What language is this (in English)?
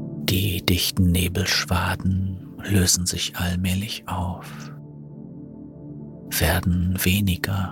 German